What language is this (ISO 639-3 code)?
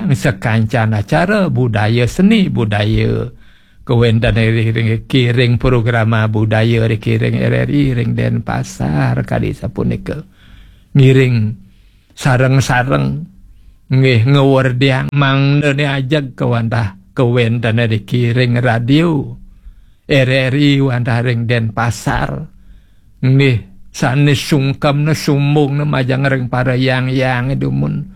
ban